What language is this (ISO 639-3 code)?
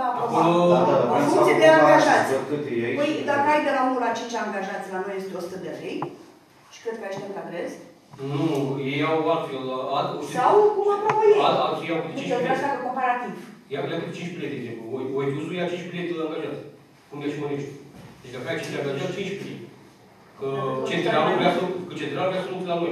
ron